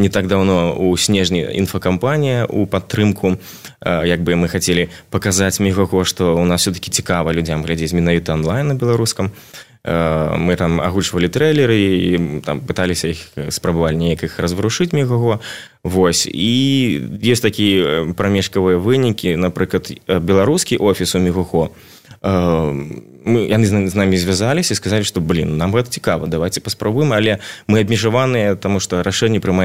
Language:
Belarusian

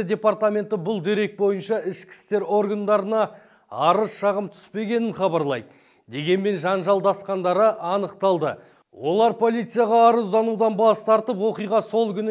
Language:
Kazakh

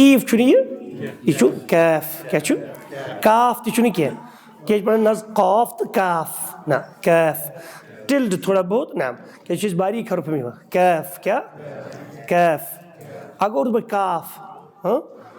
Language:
Kashmiri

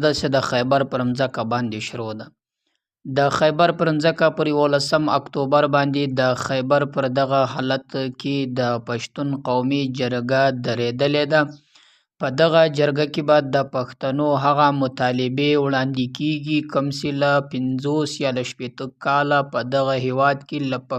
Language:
Pashto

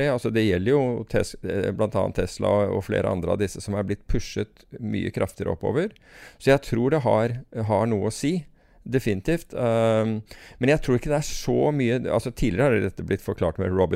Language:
Norwegian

